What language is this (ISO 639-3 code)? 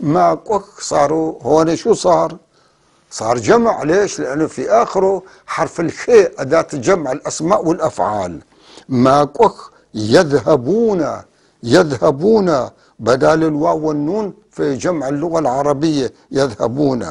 apc